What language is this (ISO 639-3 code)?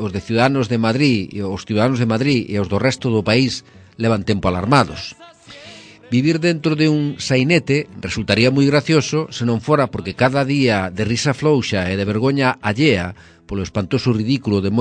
glg